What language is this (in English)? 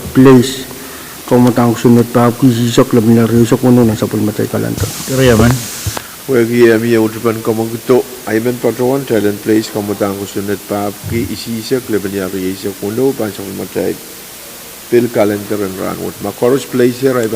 Pohnpeian